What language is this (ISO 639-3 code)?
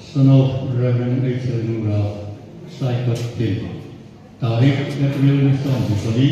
hmr